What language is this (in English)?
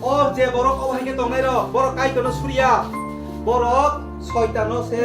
Kok Borok